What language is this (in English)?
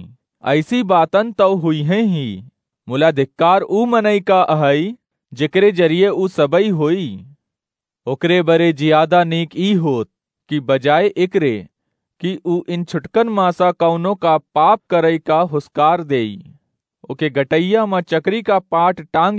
Awadhi